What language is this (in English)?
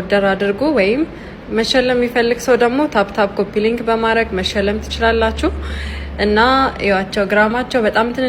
Amharic